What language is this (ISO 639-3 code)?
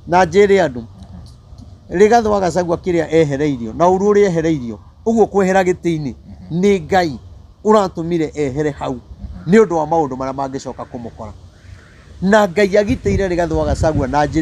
kik